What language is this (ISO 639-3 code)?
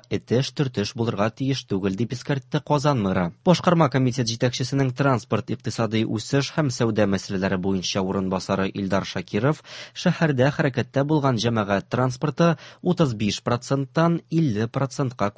tat